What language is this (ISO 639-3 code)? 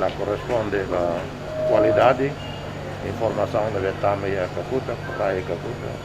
tet